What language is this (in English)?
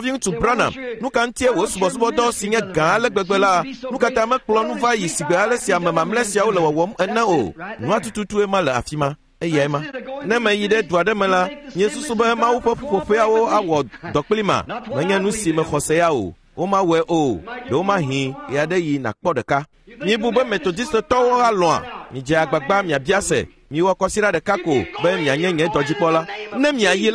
Ewe